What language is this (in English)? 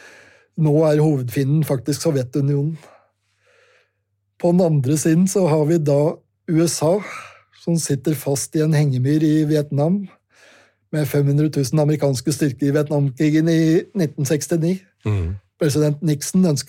Norwegian